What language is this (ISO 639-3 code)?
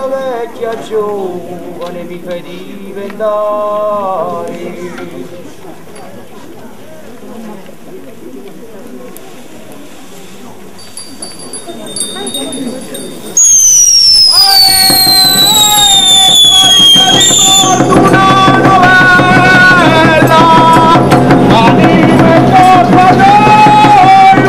ita